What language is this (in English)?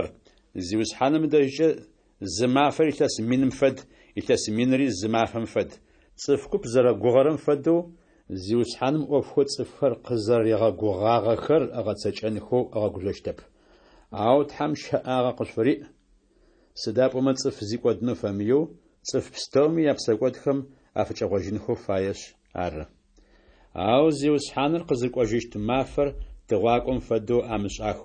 Adyghe